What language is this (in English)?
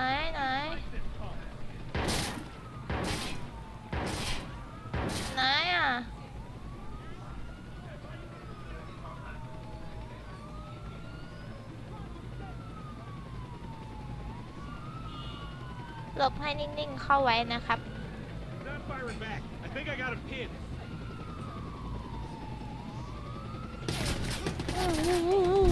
Thai